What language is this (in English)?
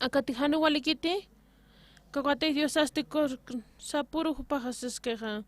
Aymara